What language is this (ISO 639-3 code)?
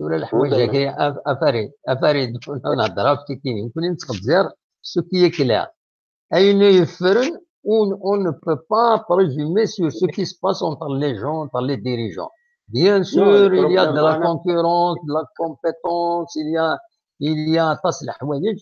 kab